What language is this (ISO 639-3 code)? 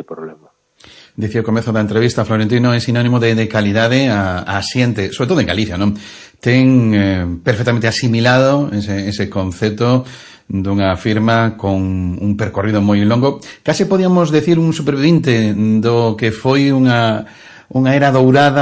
glg